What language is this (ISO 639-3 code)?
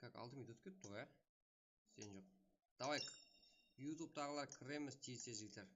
kaa